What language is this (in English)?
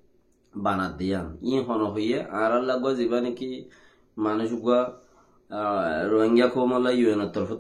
Rohingya